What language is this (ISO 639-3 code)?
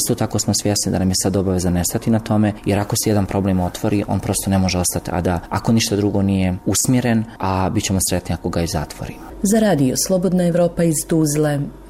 bos